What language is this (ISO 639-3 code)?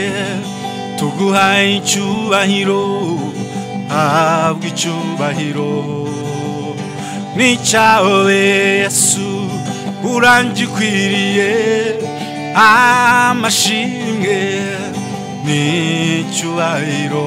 kin